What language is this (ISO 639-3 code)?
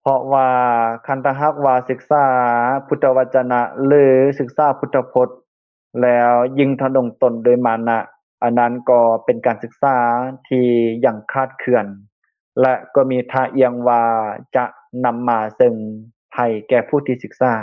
lao